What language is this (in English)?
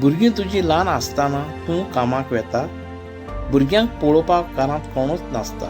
Konkani